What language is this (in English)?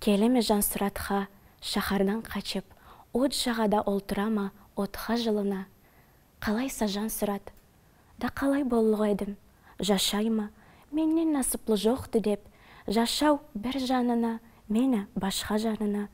Karachay-Balkar